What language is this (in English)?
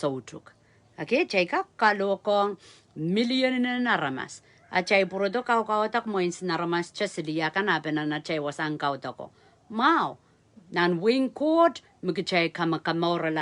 Pohnpeian